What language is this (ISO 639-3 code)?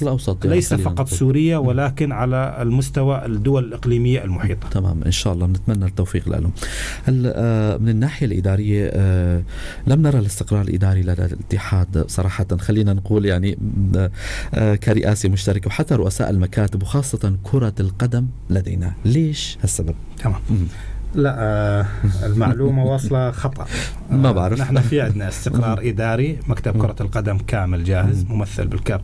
apc